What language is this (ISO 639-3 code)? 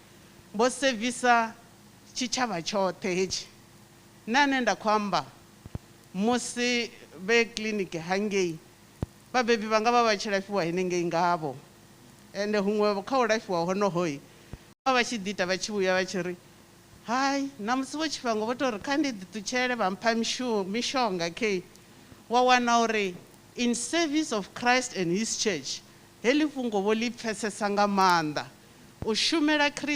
ven